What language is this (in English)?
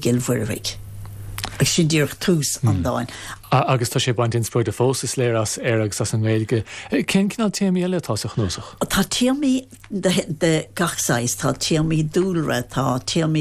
Irish